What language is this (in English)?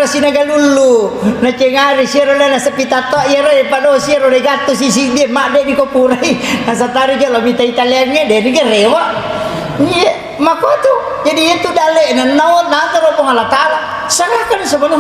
Buginese